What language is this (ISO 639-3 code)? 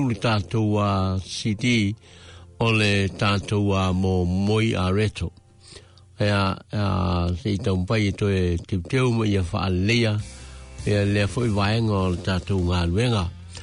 smo